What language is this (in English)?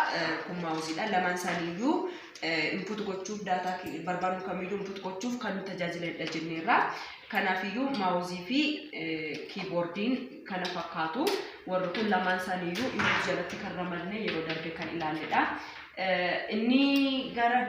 Oromo